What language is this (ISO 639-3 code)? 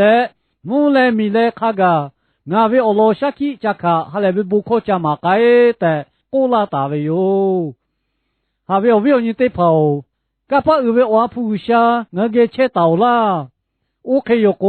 lhu